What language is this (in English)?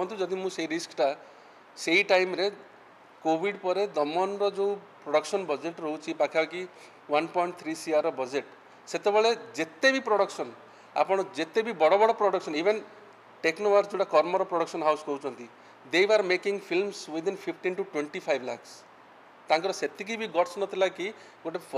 Odia